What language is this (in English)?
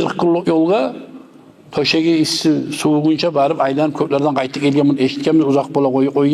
Kumyk